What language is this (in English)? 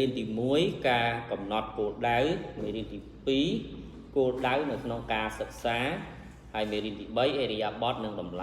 Khmer